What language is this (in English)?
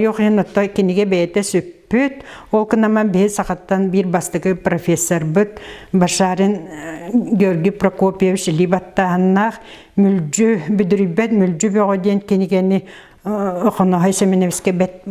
Yakut